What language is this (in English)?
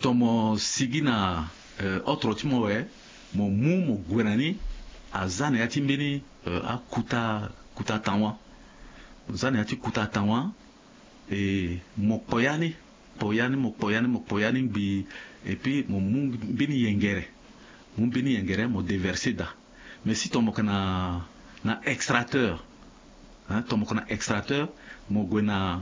Sango